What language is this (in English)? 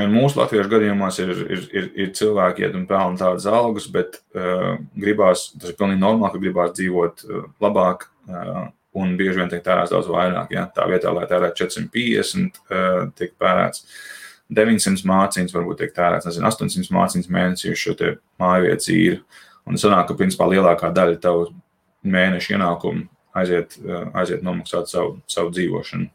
Latvian